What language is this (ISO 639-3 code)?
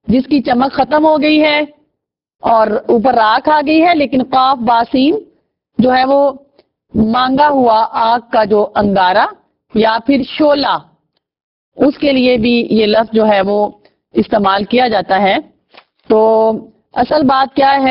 urd